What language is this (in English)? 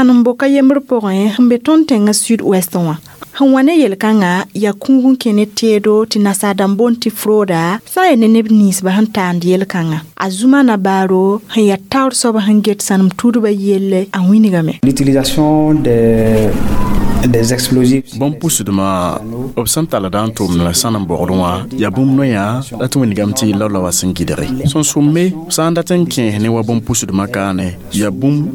Mossi